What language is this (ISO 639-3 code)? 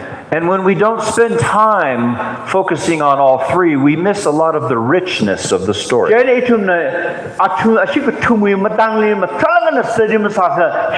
nmf